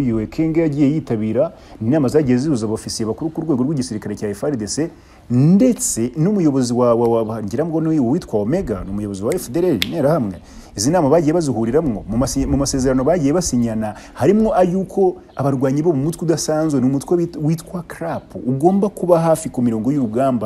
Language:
Kinyarwanda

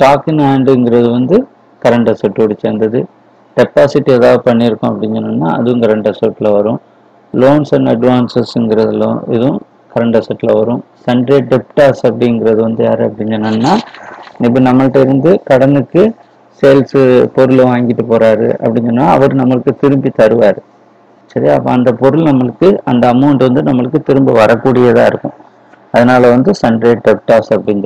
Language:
Tamil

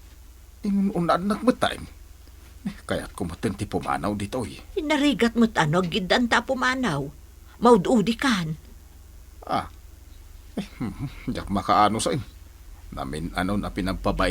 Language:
Iloko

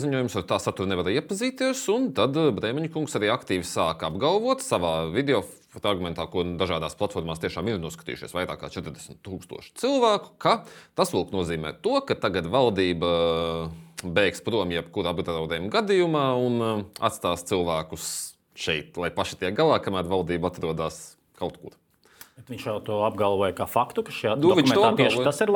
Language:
Latvian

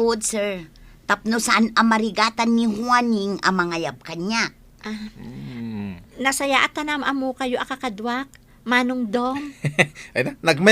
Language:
Iloko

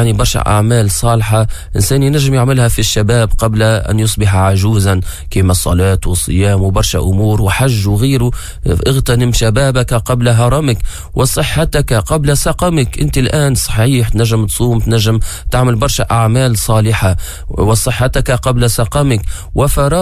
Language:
Tunisian Arabic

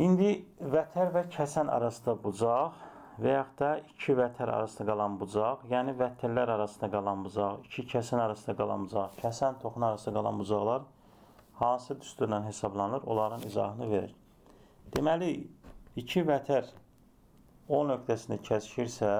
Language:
Azerbaijani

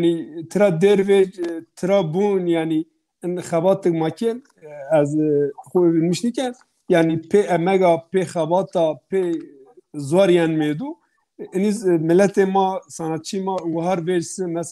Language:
Zaza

